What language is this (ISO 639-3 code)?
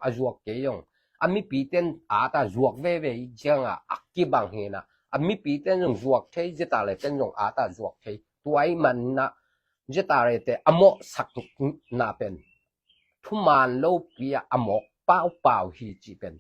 ctd